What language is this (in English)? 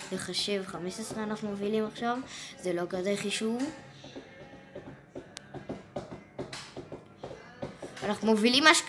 Hebrew